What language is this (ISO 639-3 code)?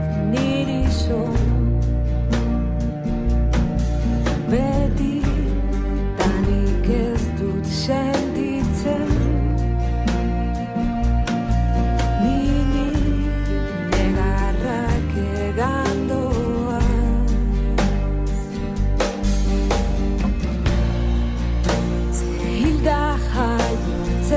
eus